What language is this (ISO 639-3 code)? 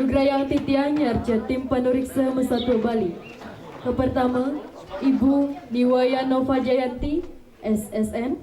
ban